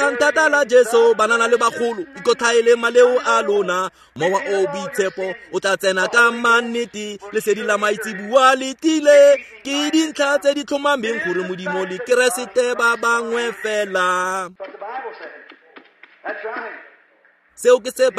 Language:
Tswana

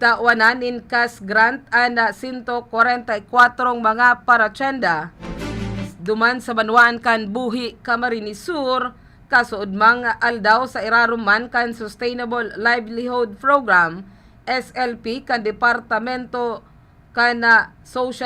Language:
Bikol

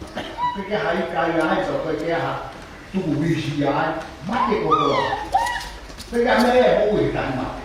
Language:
Tongan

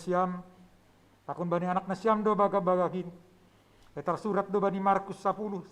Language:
Batak Simalungun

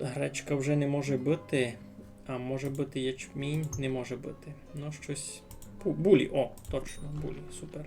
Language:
Rusyn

